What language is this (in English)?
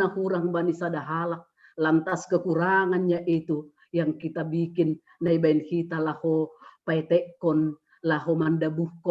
Batak Simalungun